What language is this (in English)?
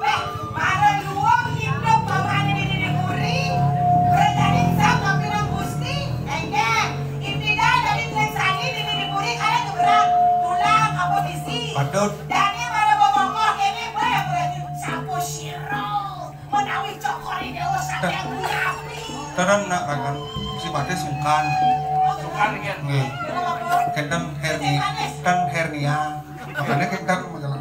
Balinese